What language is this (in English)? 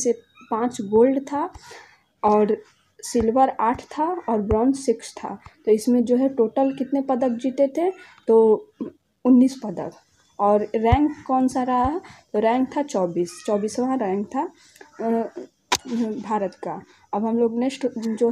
Hindi